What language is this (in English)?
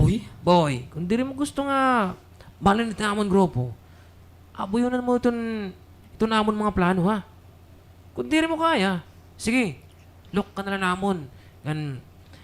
Waray